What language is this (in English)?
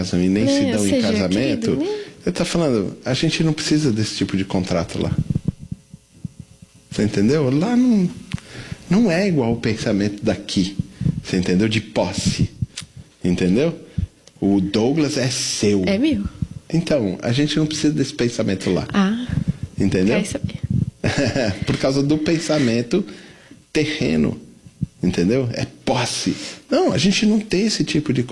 Portuguese